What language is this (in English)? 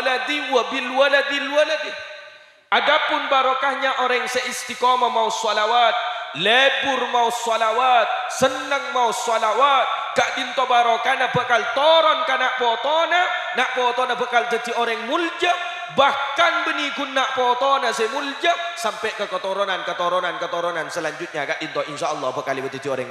Madurese